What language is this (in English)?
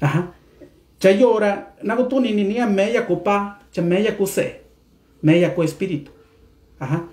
Mixtepec Mixtec